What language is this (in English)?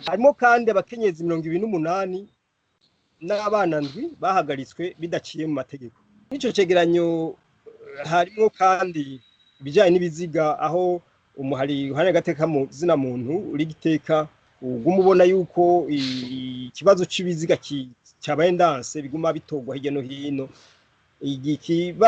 Rundi